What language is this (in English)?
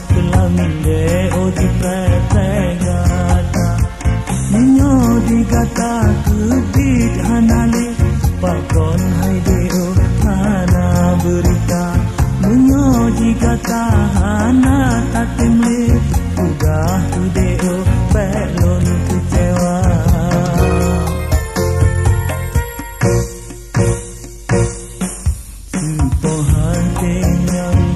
Achinese